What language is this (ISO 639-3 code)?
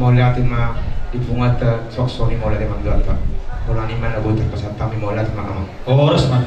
bbc